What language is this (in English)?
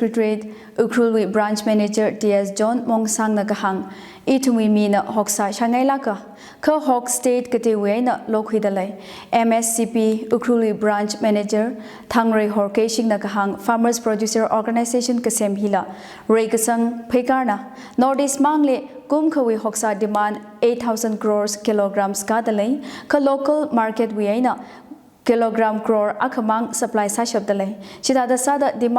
Tangkhul Naga (India)